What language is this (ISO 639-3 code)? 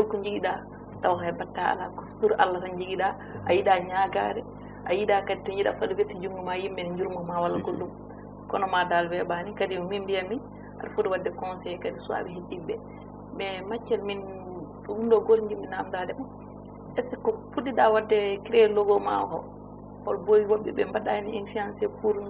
ful